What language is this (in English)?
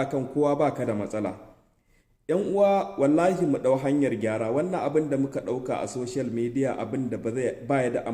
Hausa